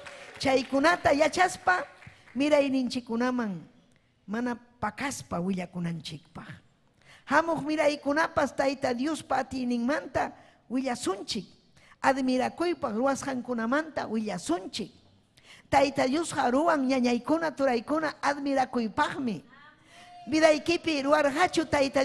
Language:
Ayacucho Quechua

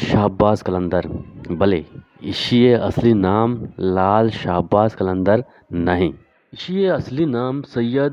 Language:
Eastern Balochi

